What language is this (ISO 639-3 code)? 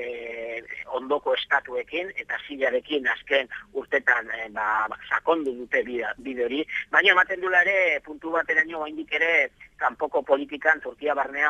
eus